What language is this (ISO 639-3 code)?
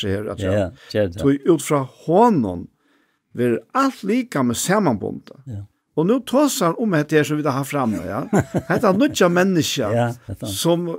fao